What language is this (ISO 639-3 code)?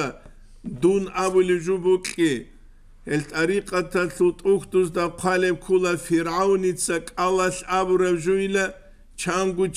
ava